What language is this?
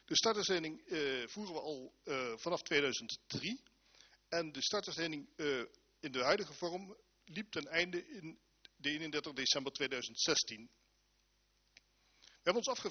Dutch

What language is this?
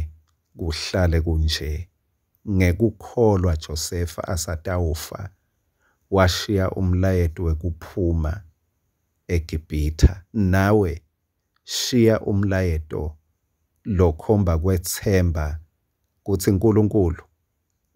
Swati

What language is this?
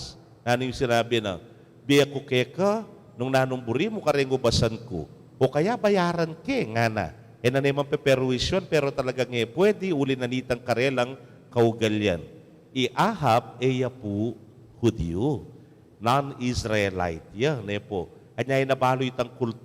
Pampanga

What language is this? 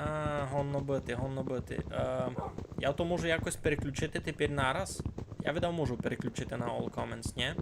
Rusyn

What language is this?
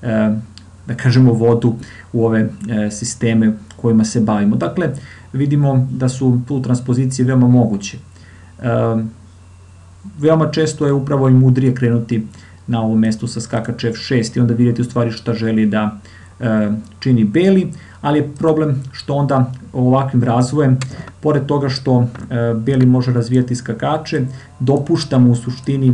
Serbian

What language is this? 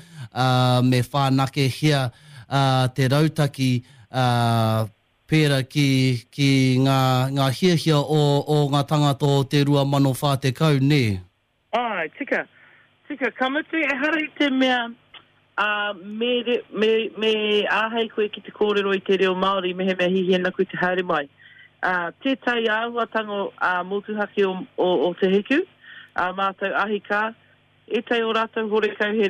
Māori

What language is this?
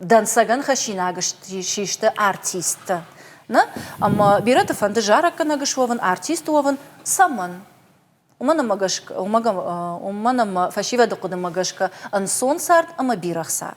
Ossetic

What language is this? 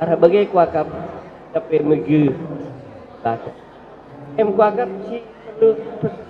Batak Karo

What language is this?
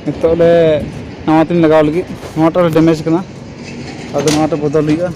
Santali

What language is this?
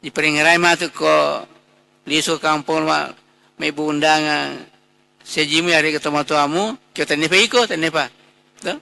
Buginese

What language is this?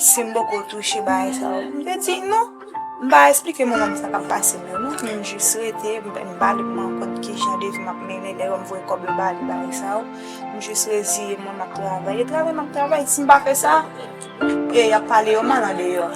Haitian Creole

